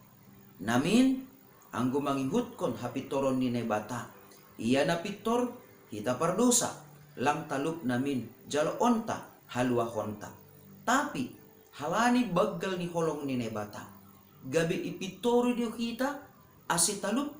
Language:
Batak Simalungun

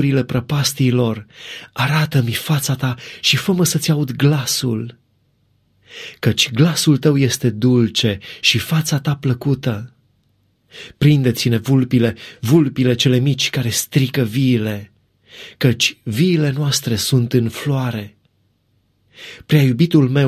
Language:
Romanian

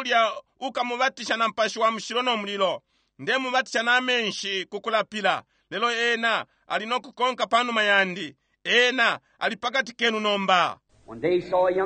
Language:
Bemba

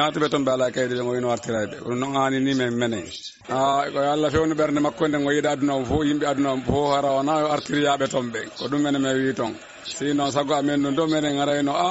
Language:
Fula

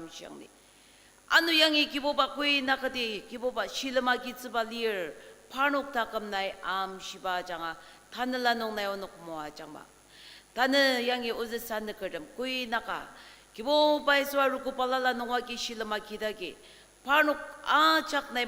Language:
Ao Naga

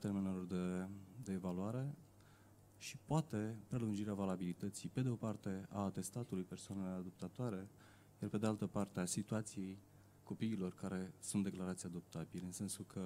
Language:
Romanian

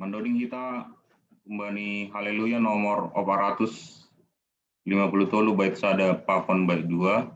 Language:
Batak Simalungun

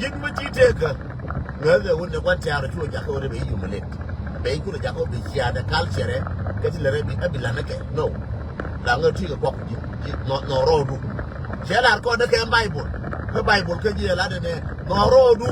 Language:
Nuer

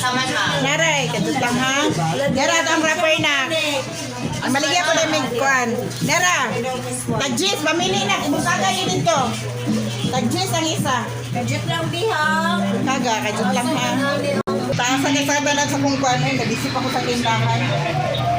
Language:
Cebuano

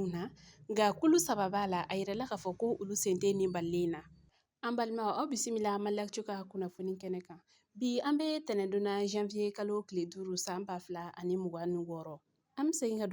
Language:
Bambara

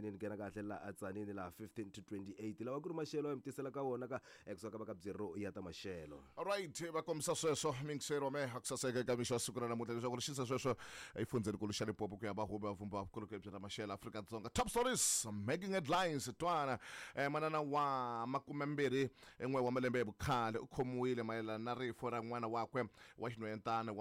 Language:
Tsonga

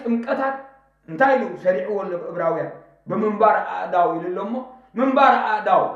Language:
Tigrinya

